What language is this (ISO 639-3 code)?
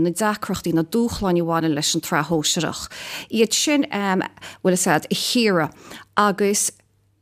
gle